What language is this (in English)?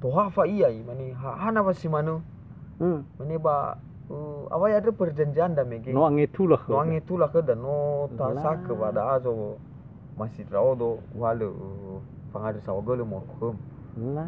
Nias